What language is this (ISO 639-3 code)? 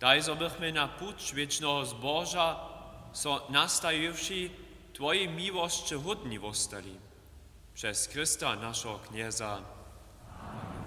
hsb